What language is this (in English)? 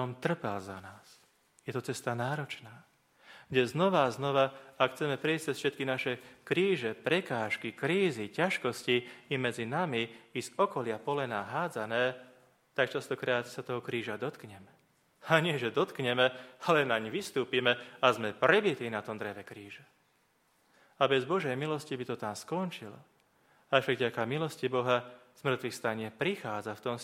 Slovak